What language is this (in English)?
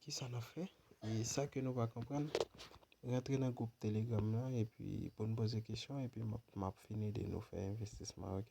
Haitian Creole